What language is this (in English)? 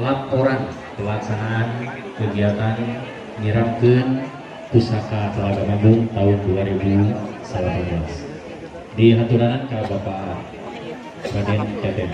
Sundanese